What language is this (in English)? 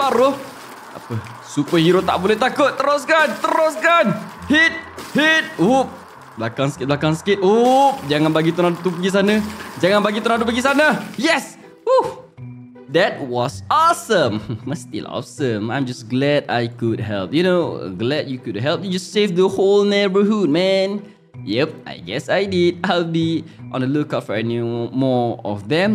Malay